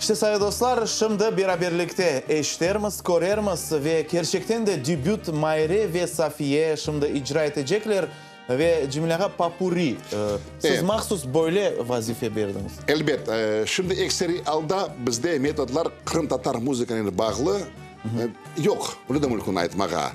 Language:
Crimean Tatar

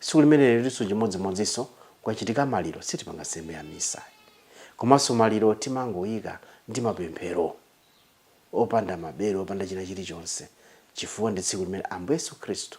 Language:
Nyanja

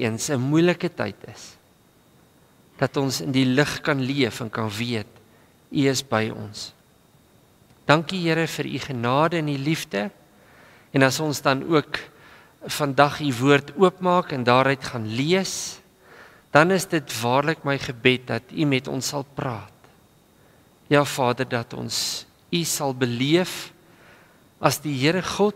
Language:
Afrikaans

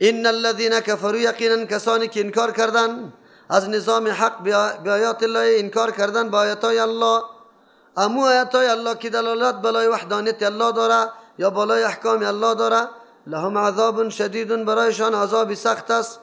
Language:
Persian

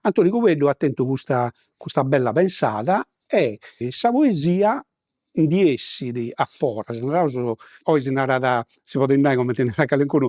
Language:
Sardinian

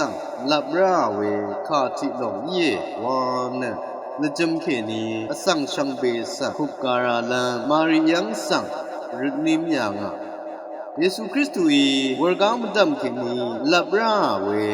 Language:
Rawang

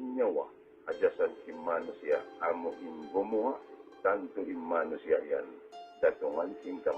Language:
Tausug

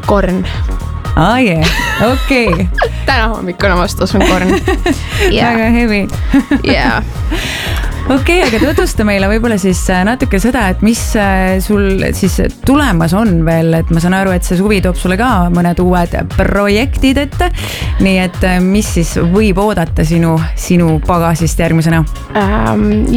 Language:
Estonian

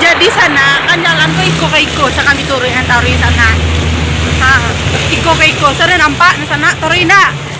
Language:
Minangkabau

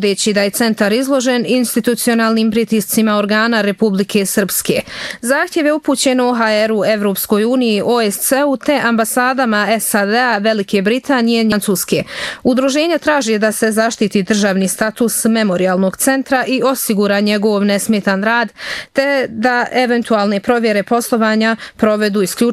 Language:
Bosnian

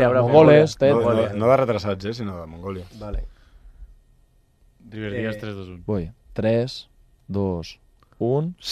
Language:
Catalan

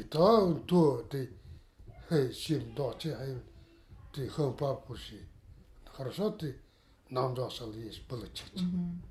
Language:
Nanai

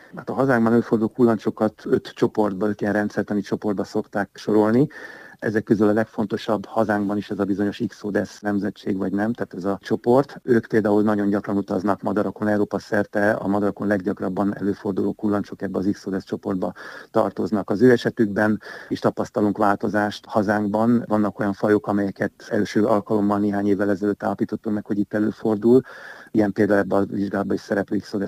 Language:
Hungarian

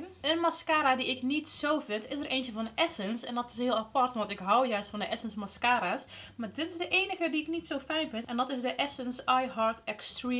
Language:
Dutch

